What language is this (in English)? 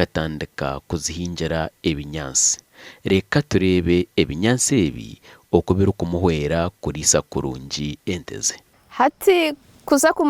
Nyankole